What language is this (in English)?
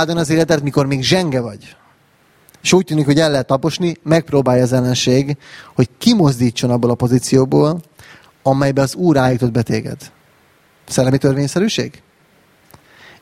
Hungarian